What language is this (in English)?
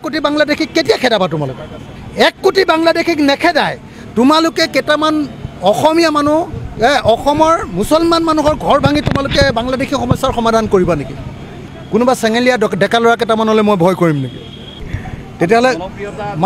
Assamese